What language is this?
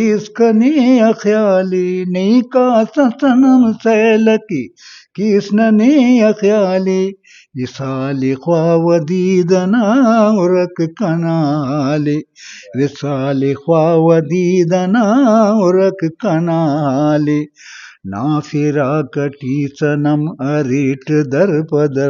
Brahui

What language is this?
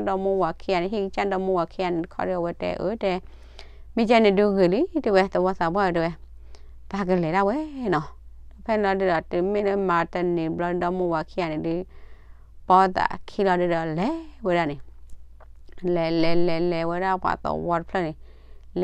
S'gaw Karen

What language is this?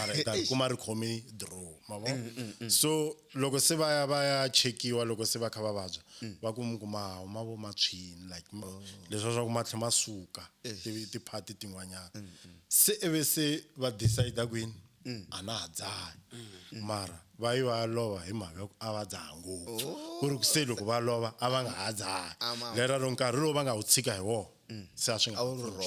Tsonga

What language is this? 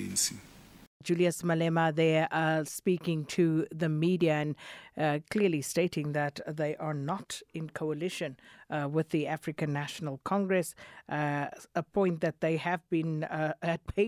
English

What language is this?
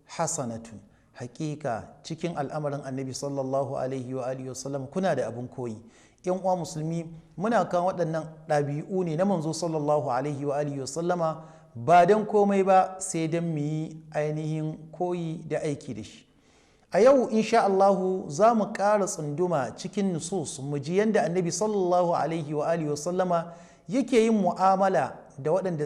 Hausa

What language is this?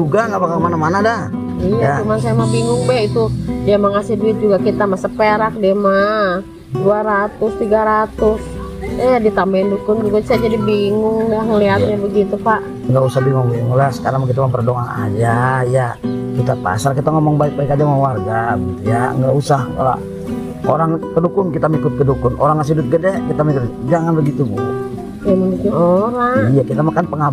Betawi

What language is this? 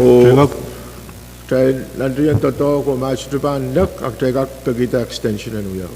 Pohnpeian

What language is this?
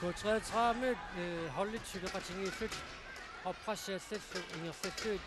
Kalaallisut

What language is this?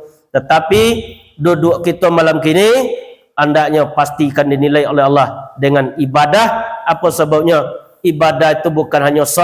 Minangkabau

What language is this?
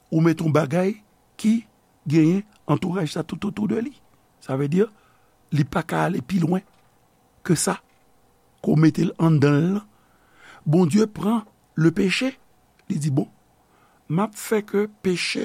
Haitian Creole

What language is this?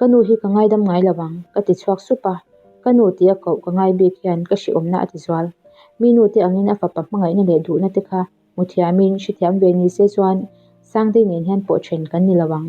Mizo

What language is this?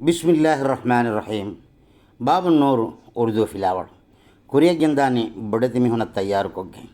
Divehi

